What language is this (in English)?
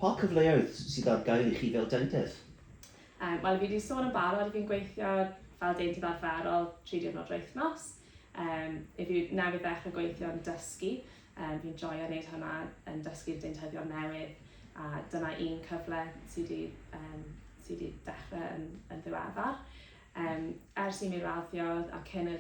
Welsh